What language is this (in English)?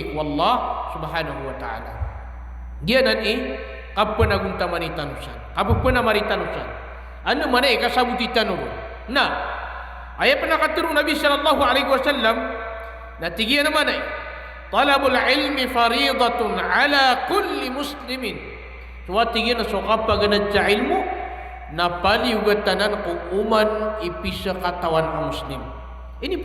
Maranao